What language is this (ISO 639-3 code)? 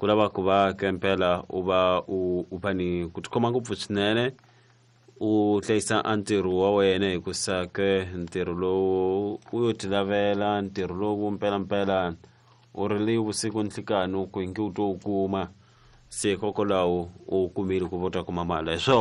tso